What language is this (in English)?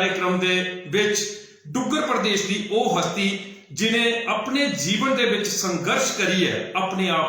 Dogri